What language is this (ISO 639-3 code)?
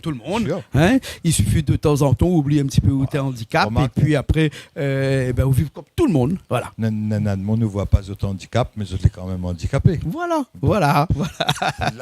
rcf